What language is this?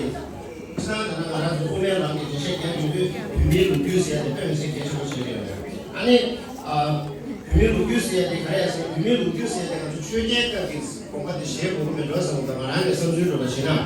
Tibetan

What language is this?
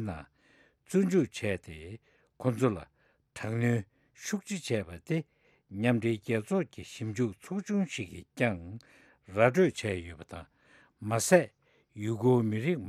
Tibetan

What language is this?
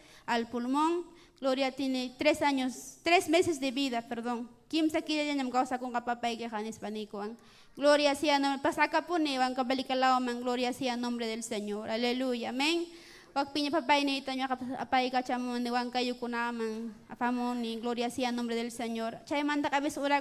Ayacucho Quechua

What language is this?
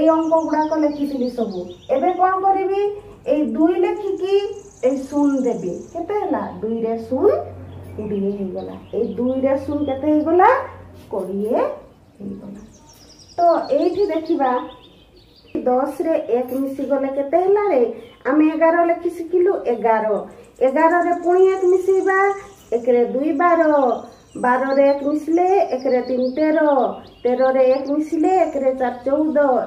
Odia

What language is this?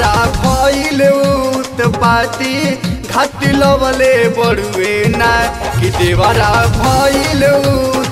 Bhojpuri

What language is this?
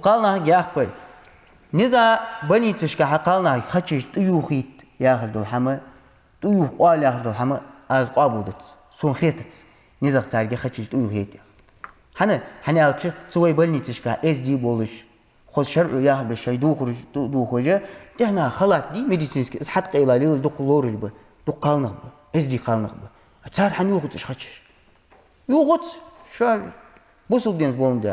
Ingush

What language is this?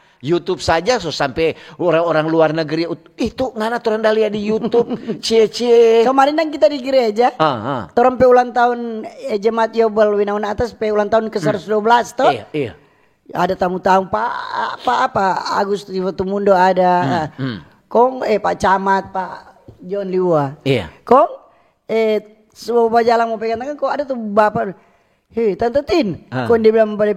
Manado Malay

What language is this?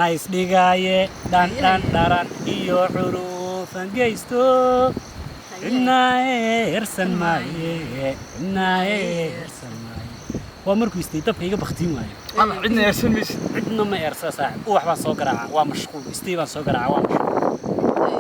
Somali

